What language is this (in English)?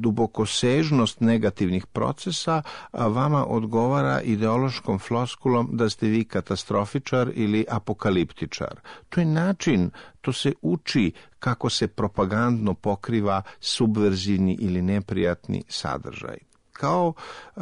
Serbian